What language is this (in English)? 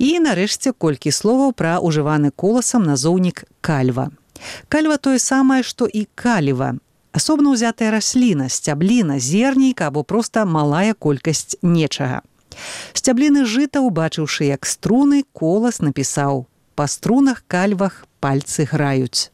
Belarusian